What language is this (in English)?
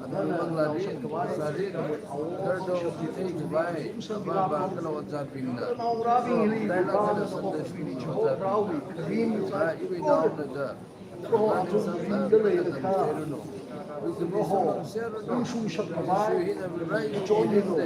Tangkhul Naga (India)